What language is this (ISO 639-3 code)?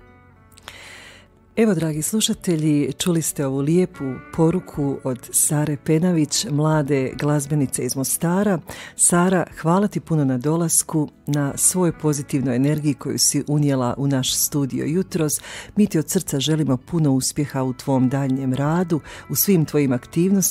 hrv